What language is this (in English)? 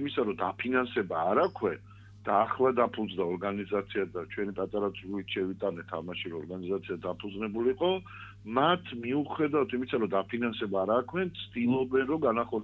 Georgian